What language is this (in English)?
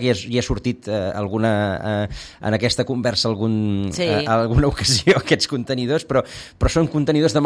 Catalan